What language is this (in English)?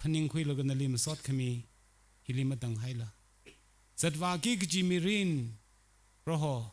Tangkhul Naga (India)